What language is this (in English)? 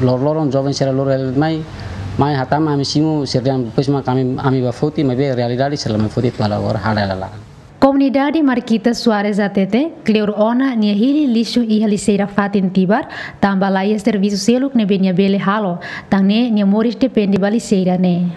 Tetum